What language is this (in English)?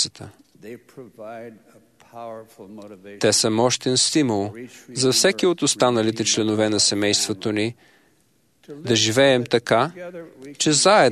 Bulgarian